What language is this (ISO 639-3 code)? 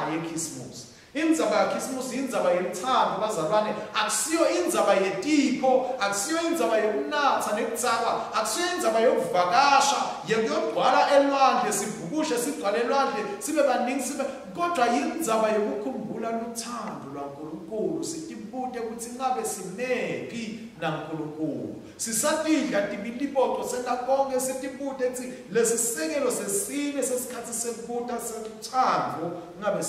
ssw